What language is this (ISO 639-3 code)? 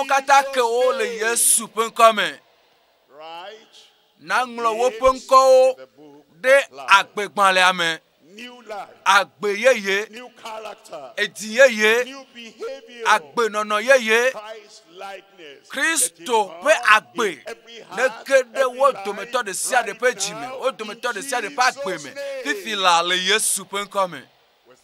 ewe